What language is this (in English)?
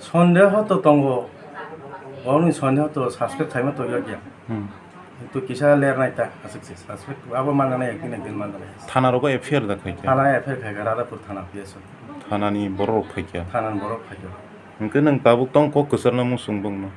Kok Borok